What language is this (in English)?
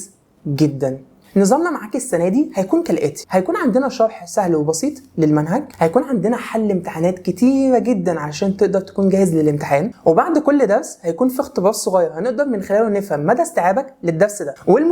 Egyptian Arabic